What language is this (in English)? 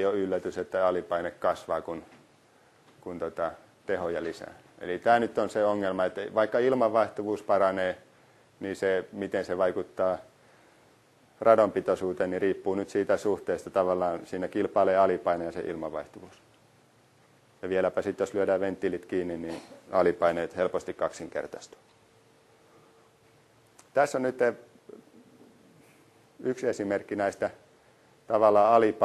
Finnish